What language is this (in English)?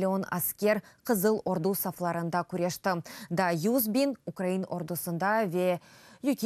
Crimean Tatar